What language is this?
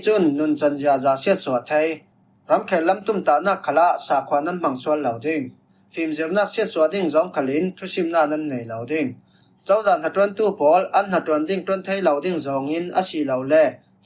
Falam Chin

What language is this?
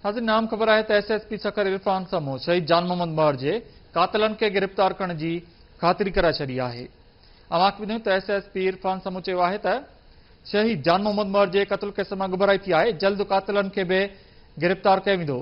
Sindhi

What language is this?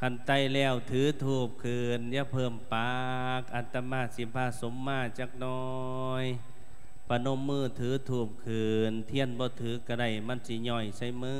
Lao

